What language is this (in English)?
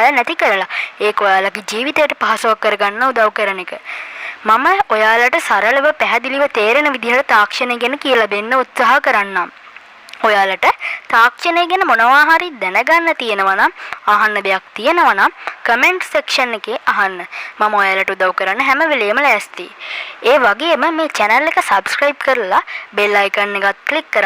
Sinhala